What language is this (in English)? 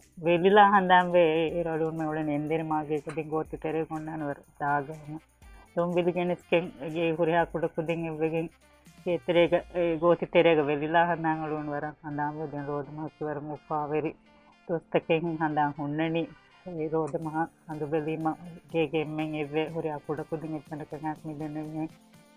Divehi